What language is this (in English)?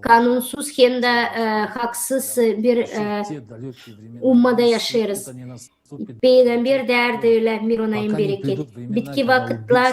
Gagauz